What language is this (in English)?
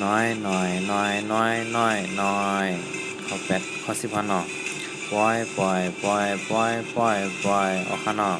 Shan